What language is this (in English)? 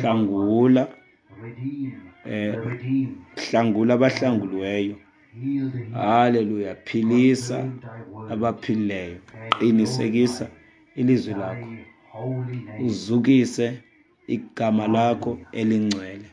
Xhosa